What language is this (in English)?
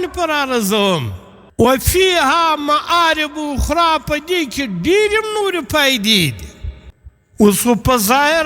Pashto